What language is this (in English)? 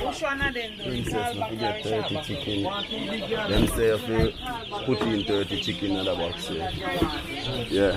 Jamaican Creole English